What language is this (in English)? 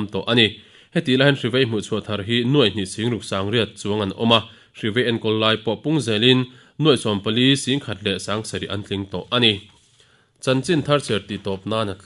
Mizo